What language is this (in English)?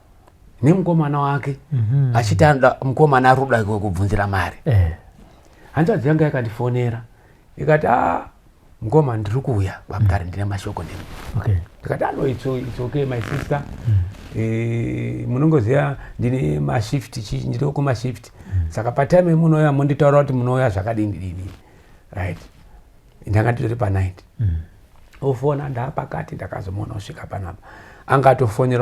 Shona